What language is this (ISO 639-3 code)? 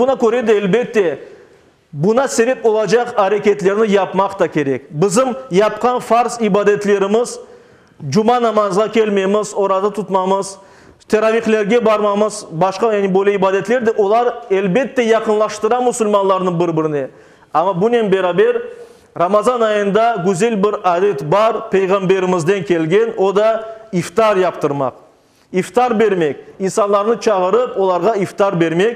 crh